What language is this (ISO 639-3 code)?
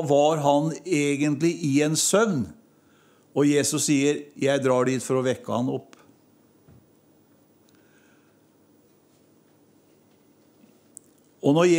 nor